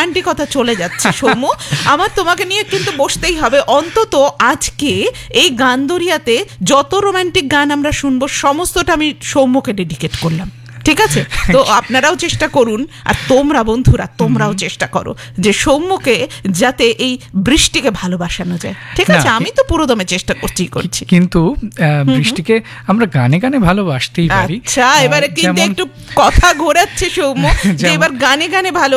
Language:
Bangla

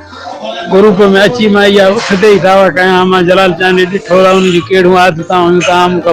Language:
Sindhi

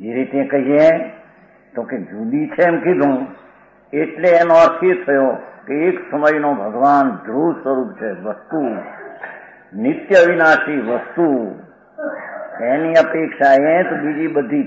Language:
Gujarati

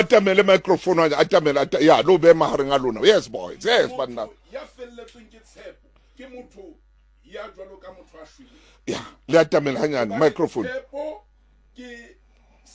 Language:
Southern Sotho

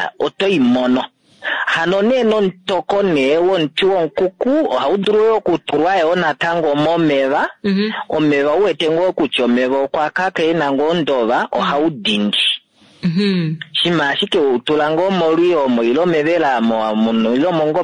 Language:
Kuanyama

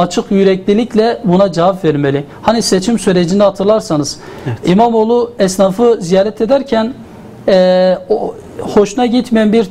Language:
Turkish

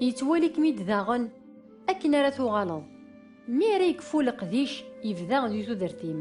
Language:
Kabyle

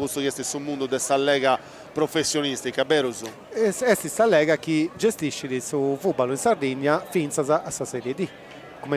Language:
Sardinian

